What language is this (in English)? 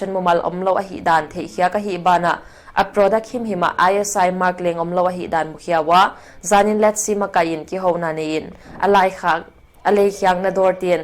Paite Chin